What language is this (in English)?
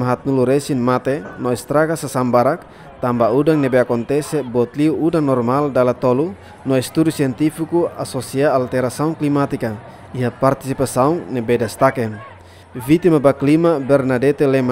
Tetum